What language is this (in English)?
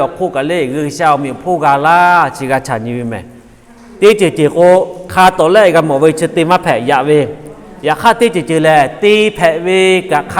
Lahu